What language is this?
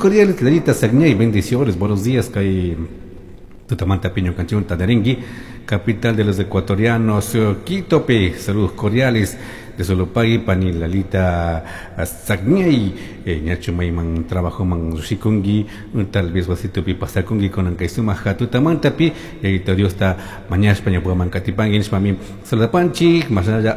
Chimborazo Highland Quichua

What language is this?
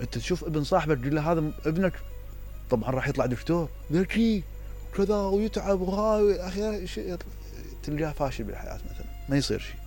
Mesopotamian Arabic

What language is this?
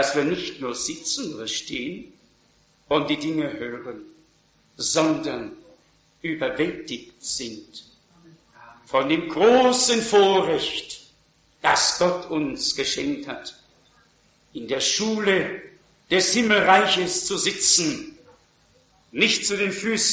German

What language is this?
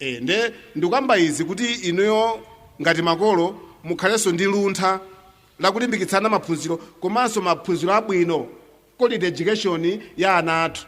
Nyanja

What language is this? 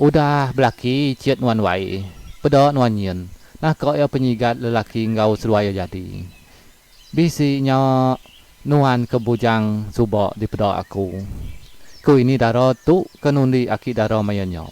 Iban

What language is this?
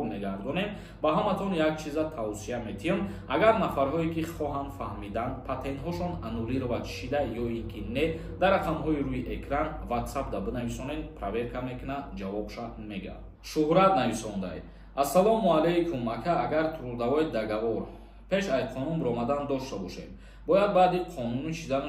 Tajik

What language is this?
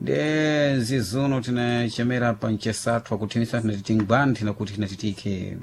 Sena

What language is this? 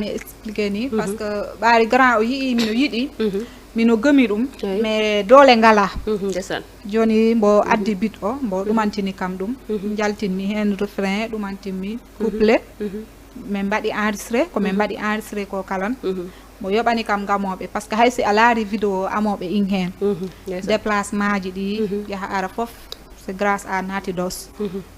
Fula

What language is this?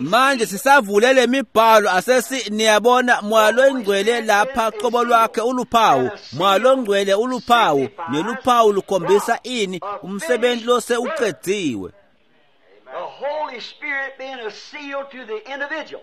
Swati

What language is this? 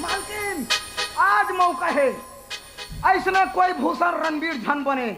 Chhattisgarhi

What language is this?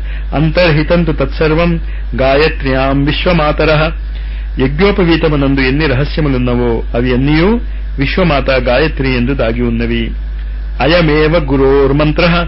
Telugu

